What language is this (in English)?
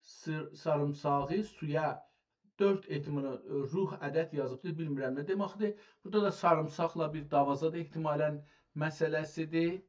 South Azerbaijani